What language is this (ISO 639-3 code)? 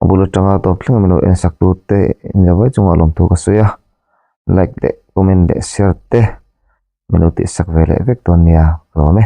lus